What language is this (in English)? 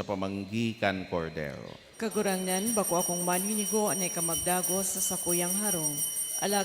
Bikol